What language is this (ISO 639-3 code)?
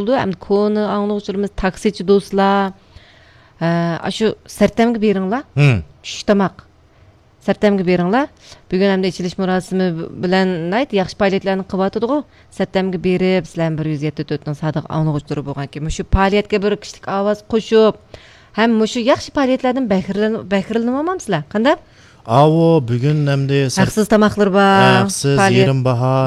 uig